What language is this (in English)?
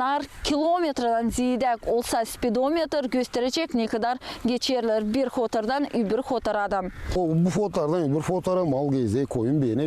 Gagauz